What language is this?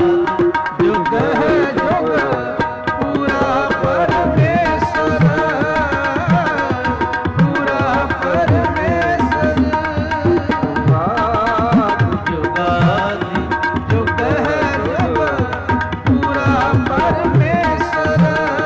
Punjabi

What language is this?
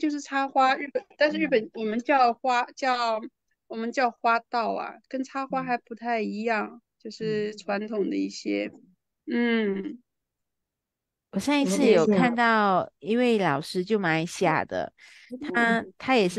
Chinese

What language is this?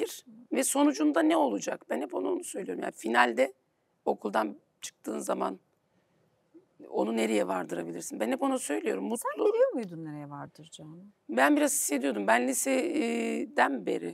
Turkish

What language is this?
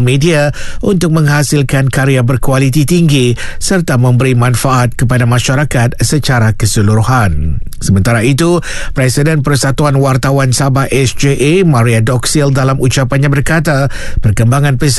Malay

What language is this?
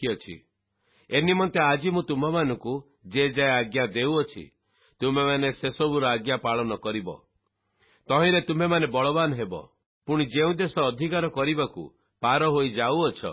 Odia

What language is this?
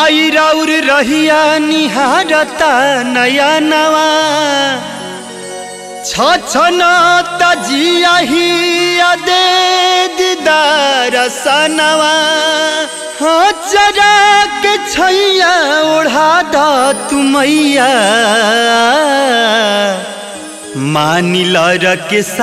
Bhojpuri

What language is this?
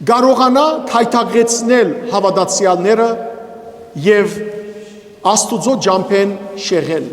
Western Armenian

